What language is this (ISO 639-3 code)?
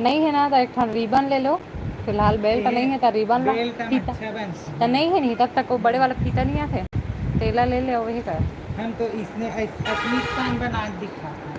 hne